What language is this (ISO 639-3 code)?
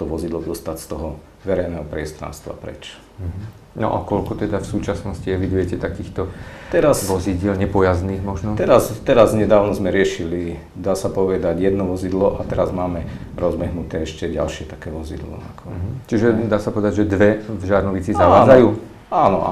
slk